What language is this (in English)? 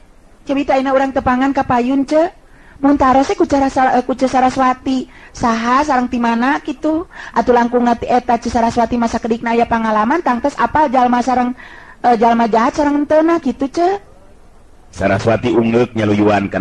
Sundanese